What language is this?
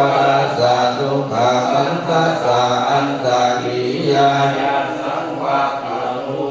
Pali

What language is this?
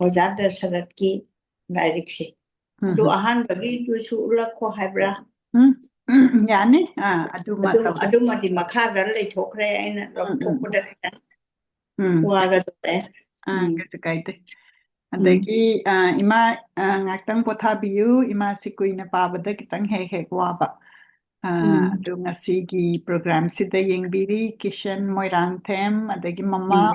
Manipuri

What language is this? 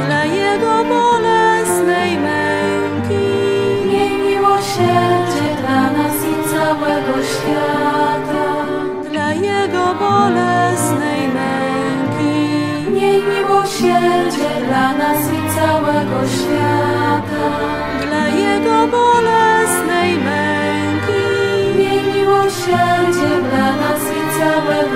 Polish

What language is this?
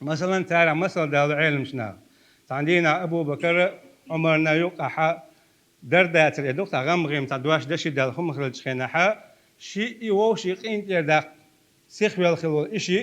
Chechen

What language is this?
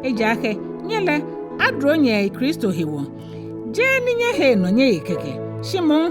Ga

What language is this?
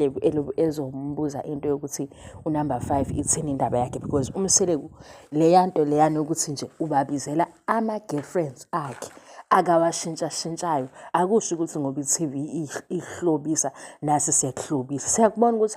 Zulu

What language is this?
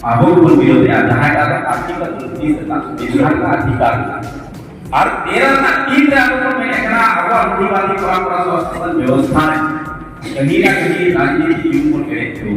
Santali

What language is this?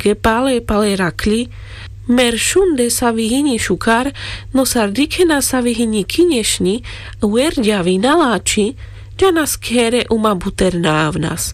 Carpathian Romani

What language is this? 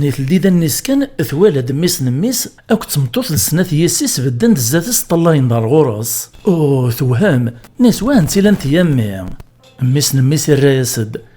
Kabyle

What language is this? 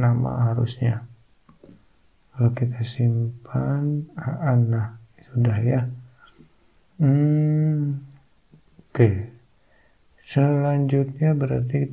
Indonesian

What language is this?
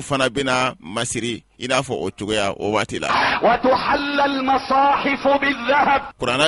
Bambara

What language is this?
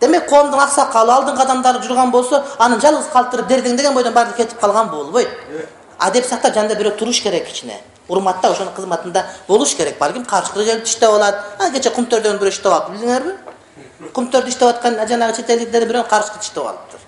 Kyrgyz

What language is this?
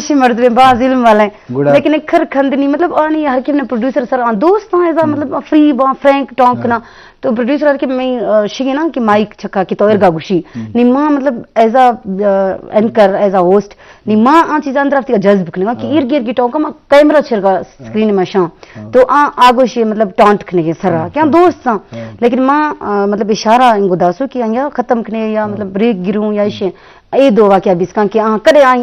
Eastern Balochi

